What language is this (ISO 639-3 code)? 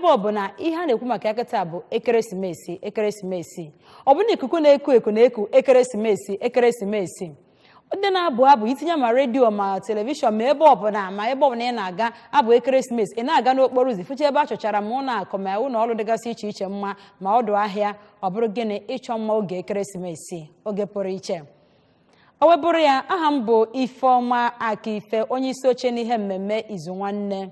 ibo